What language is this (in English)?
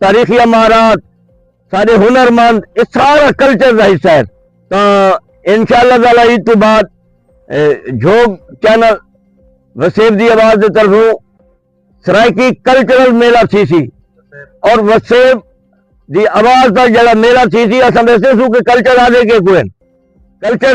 Saraiki